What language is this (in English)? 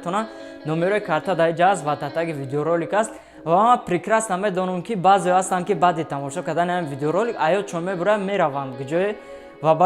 Tajik